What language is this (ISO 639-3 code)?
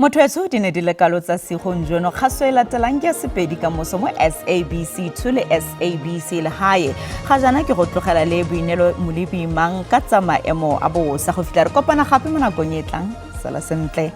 tsn